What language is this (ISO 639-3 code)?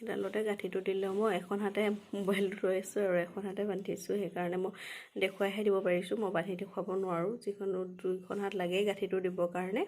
asm